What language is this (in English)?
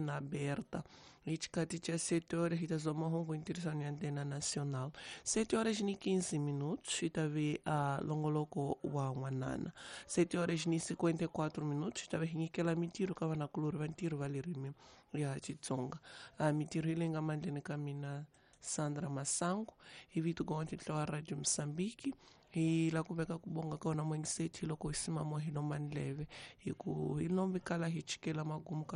Tsonga